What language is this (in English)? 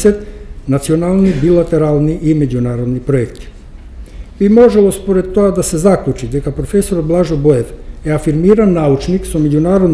Macedonian